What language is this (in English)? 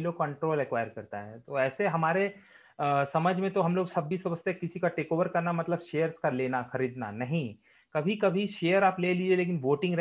Hindi